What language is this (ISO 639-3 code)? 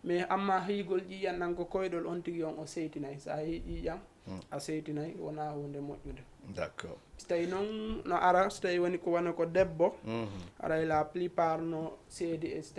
ful